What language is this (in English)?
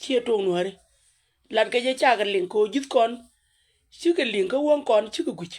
Nuer